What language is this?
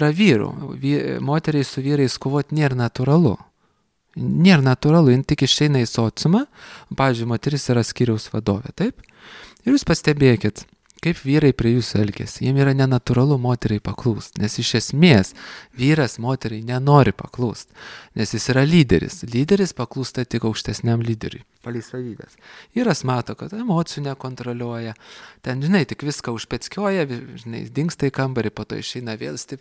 Lithuanian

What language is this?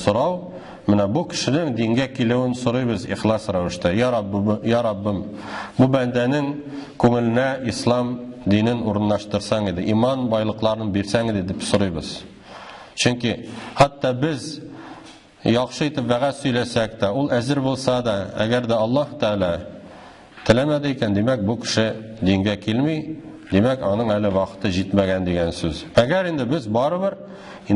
Tatar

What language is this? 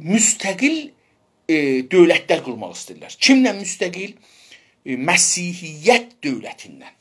South Azerbaijani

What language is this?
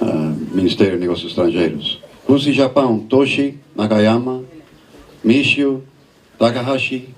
Tetum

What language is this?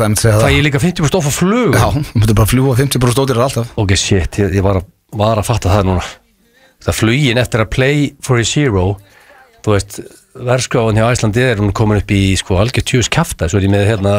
Icelandic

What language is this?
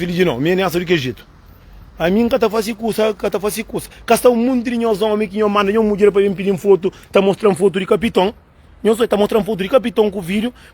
Kabuverdianu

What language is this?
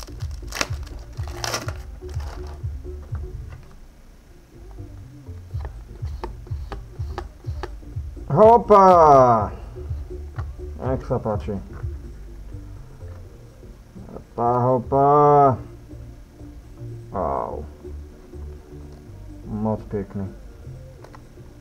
Slovak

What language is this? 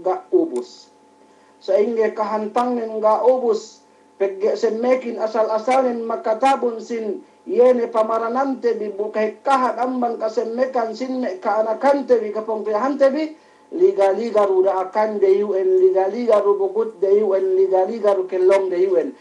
Yakan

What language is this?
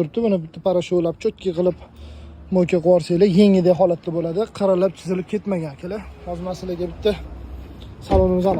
Uzbek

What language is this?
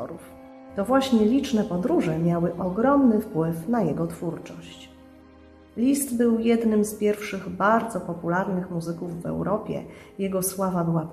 Polish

